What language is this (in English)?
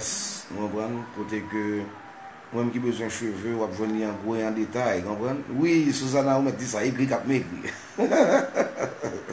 Haitian Creole